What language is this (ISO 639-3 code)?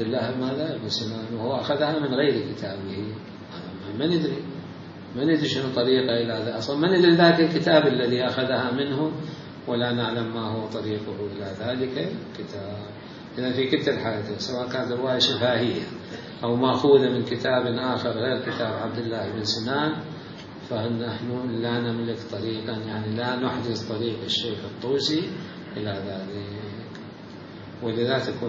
acm